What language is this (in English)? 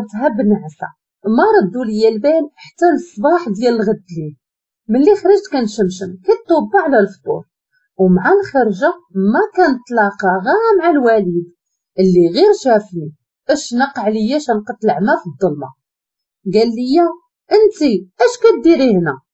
Moroccan Arabic